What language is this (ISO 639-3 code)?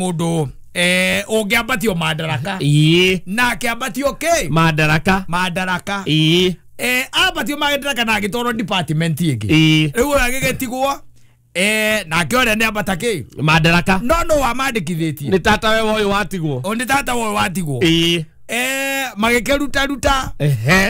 kik